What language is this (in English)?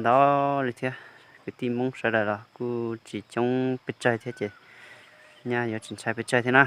Hmong